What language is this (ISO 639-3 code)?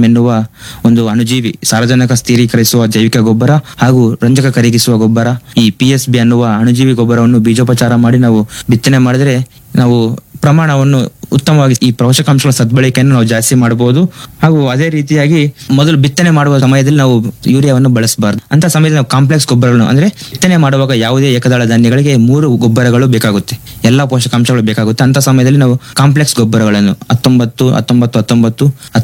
kan